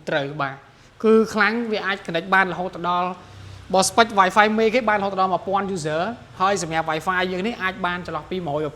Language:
Khmer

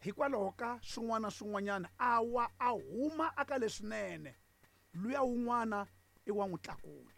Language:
Tsonga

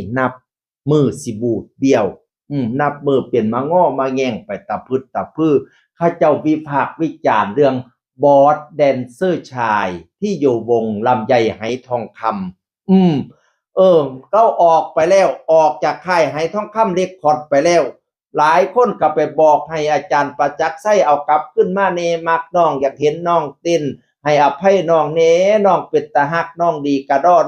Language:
Northeastern Thai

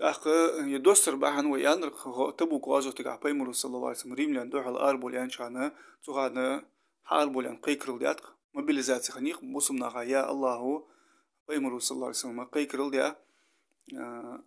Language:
Ingush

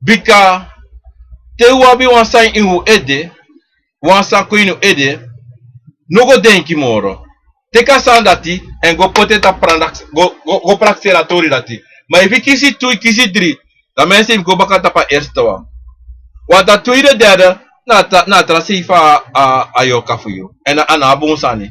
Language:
Sranan Tongo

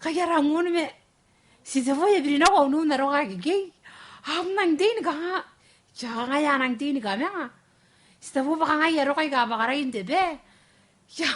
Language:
Gilbertese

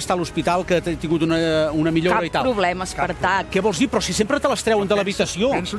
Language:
Catalan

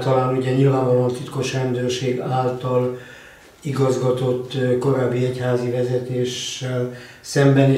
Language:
Hungarian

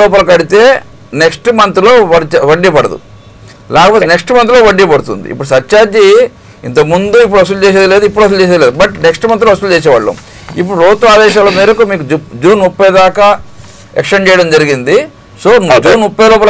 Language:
Telugu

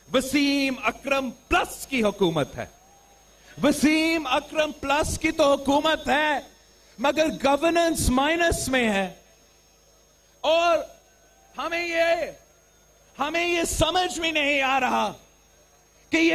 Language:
Urdu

